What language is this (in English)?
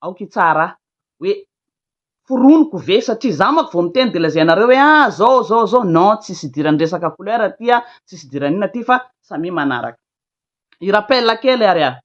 Malagasy